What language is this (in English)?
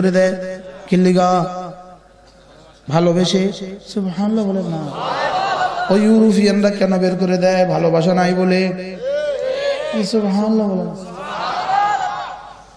Bangla